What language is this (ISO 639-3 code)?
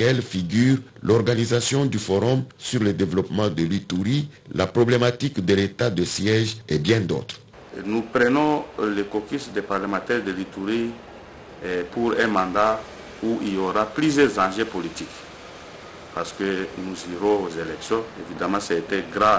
fra